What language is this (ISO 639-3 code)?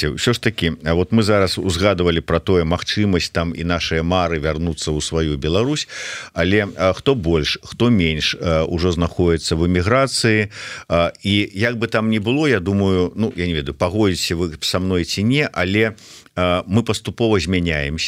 bel